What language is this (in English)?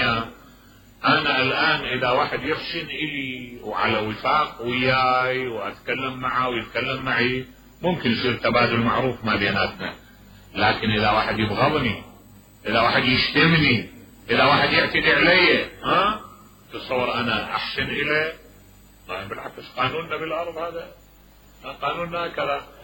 Mesopotamian Arabic